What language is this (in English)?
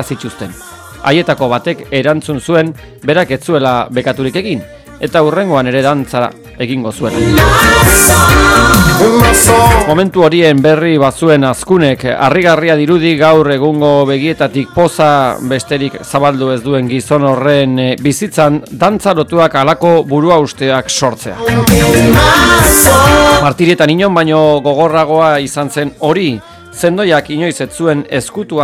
Basque